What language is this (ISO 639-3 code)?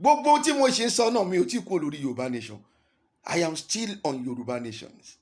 yor